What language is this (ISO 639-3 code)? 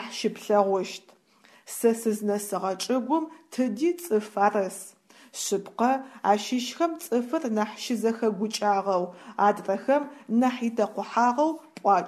ady